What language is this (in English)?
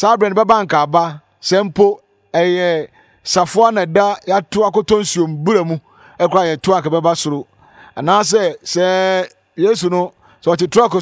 Akan